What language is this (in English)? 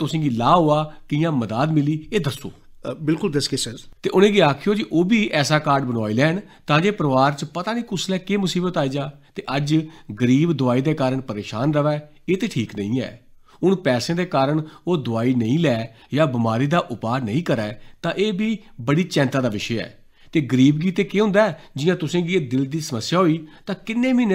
Dogri